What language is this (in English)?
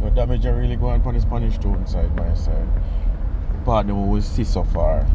Jamaican Creole English